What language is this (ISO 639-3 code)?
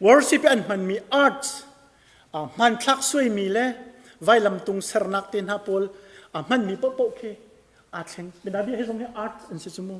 cnh